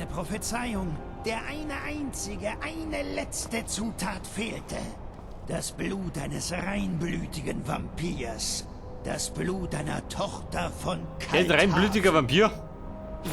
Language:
Bavarian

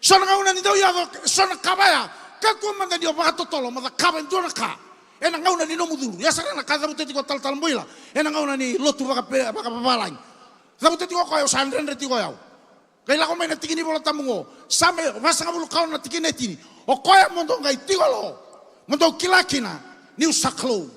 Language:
Fijian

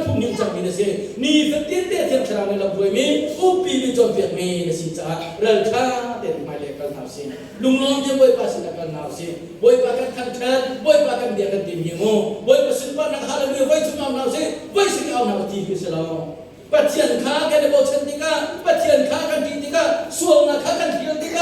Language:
Hakha Chin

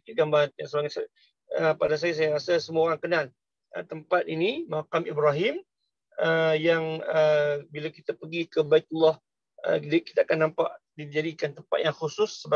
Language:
Malay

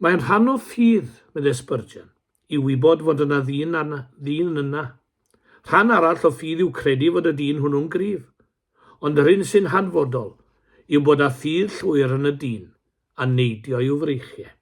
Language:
Welsh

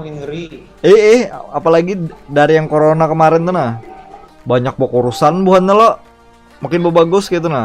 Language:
Banjar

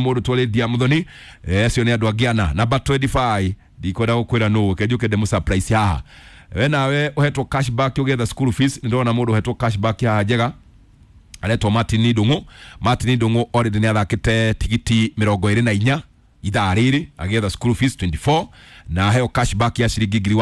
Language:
Kikuyu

